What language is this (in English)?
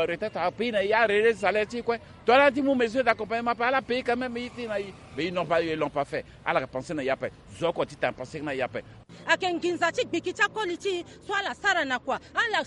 Sango